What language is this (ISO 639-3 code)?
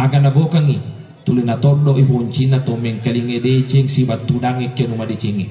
bug